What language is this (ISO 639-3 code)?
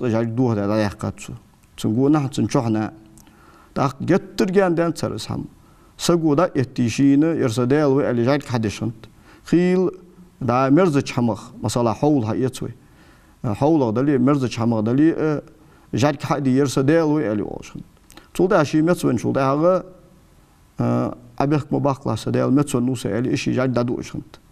inh